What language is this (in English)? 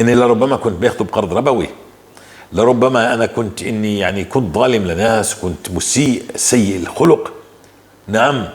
North Levantine Arabic